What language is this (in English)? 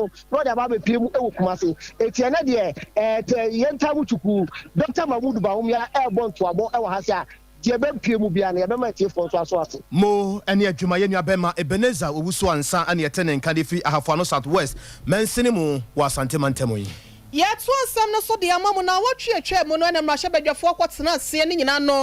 Akan